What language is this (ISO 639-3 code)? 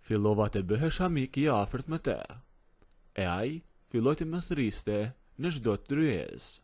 sqi